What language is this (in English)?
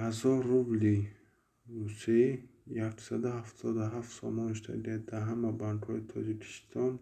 Tajik